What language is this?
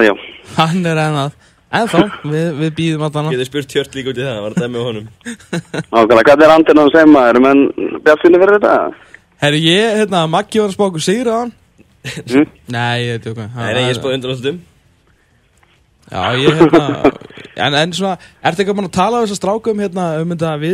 Icelandic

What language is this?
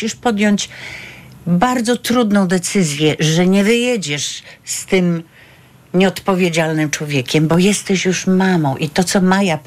Polish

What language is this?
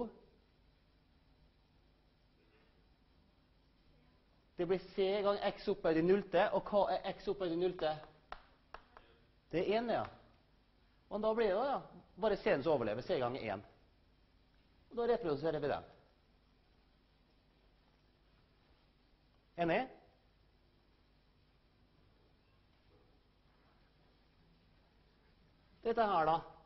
Norwegian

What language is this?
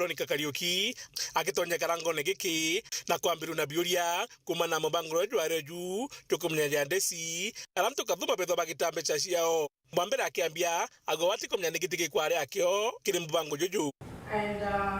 Meru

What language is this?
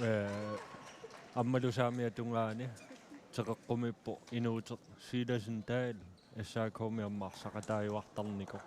Kalaallisut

